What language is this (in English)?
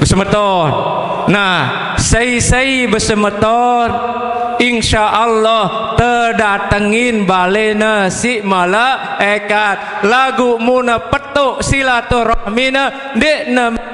Sasak